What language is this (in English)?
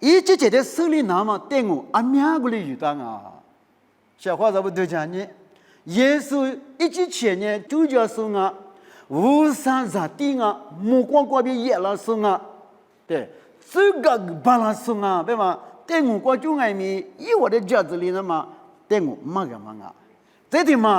Lisu